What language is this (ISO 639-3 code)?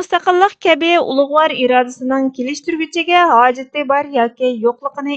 uig